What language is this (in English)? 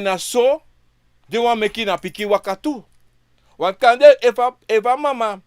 Sranan Tongo